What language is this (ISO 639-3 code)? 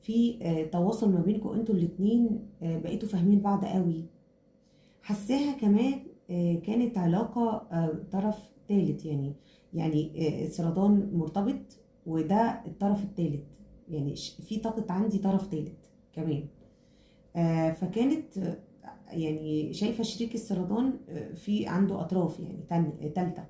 arz